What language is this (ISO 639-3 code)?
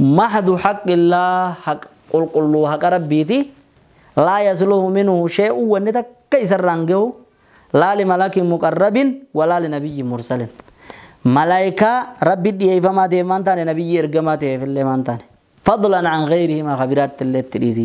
orm